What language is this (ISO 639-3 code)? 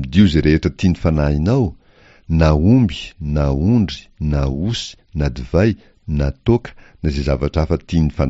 mlg